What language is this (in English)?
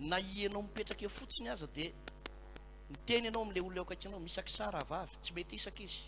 Malagasy